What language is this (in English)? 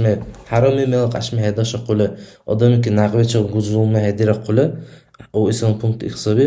Dargwa